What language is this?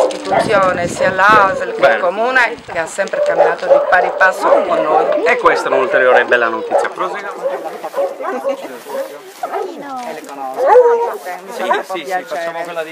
Italian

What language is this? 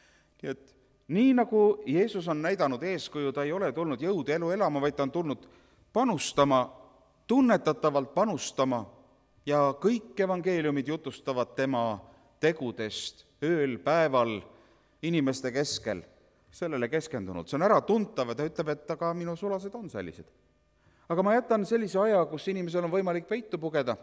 Estonian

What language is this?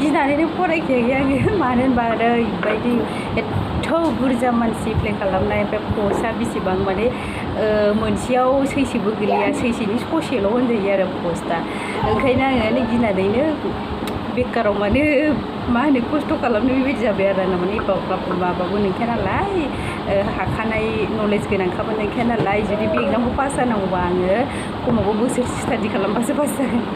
Bodo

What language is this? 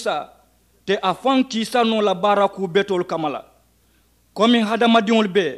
Mandingo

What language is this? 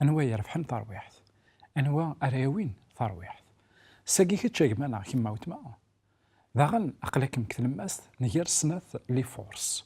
Kabyle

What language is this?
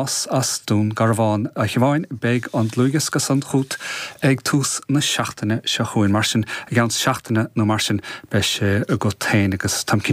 Irish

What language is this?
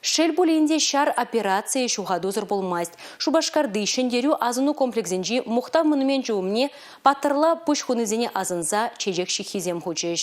Chuvash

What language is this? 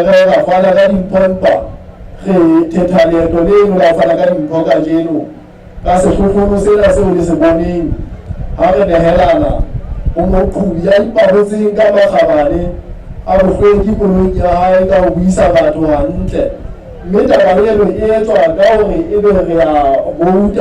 Southern Sotho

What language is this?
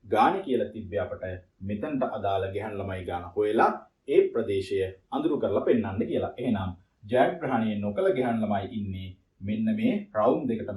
Sinhala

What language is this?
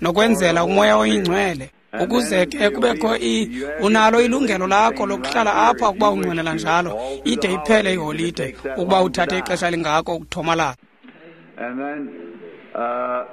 Xhosa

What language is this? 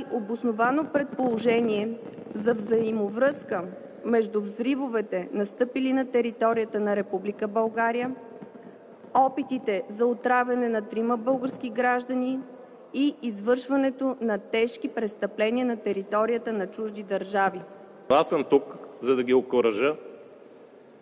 Bulgarian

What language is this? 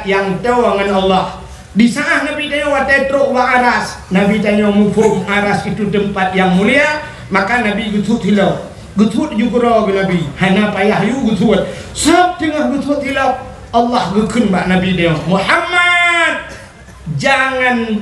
Achinese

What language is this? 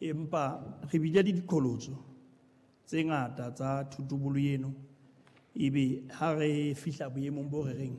Southern Sotho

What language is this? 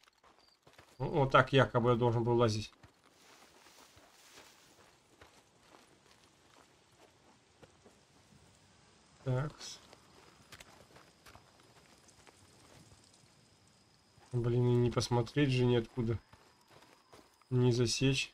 Russian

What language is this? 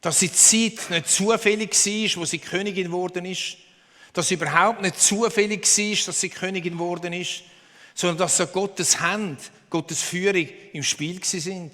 Swiss German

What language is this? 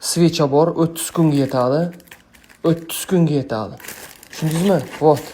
Uzbek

